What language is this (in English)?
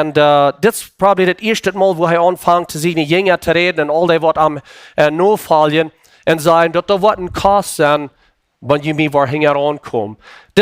Plautdietsch